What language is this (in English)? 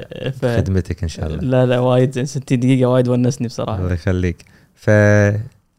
Gulf Arabic